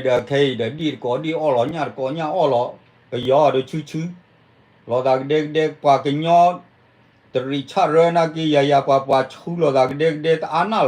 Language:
S'gaw Karen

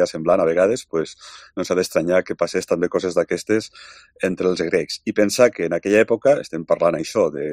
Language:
Catalan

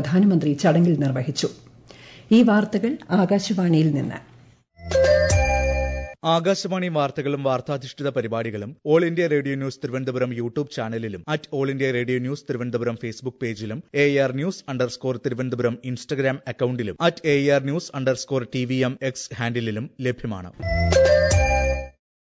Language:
Malayalam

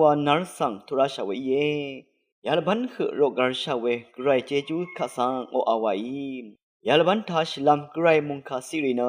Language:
Rawang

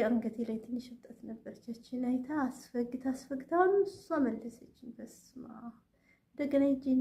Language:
Amharic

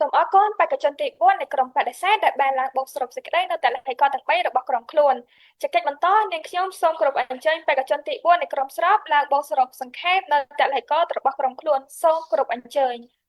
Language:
Khmer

